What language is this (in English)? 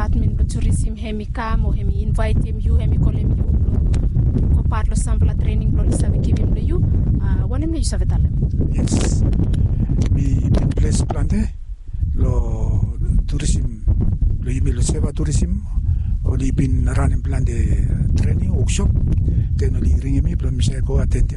Bislama